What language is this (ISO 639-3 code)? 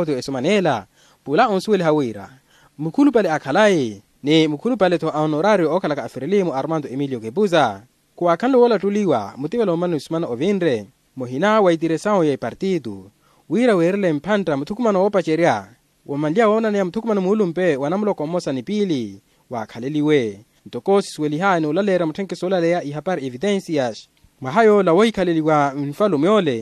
vmw